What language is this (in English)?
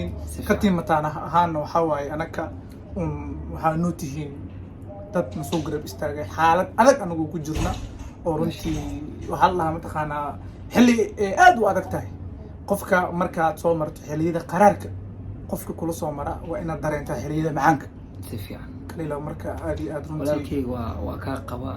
Somali